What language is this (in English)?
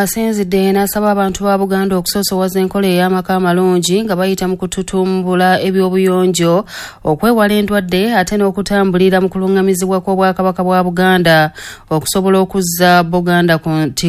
Ganda